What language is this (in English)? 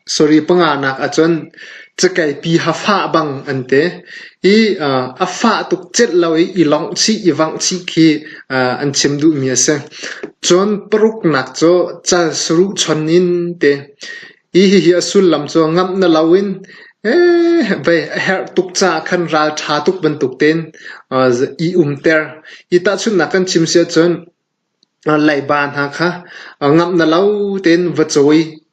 Hakha Chin